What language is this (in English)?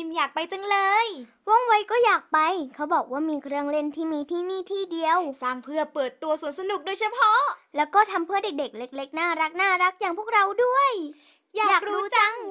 Thai